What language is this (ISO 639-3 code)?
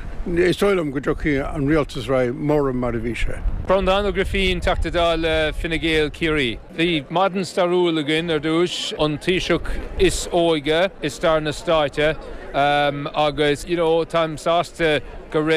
gle